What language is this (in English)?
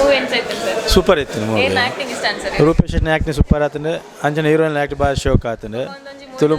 Tulu